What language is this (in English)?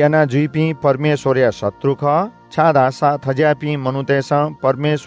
Newari